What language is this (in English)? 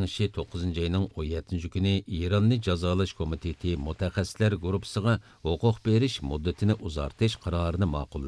Uyghur